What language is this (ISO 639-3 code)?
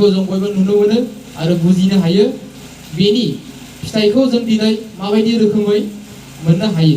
brx